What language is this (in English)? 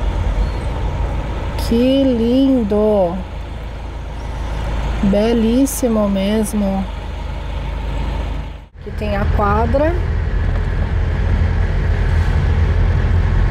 Portuguese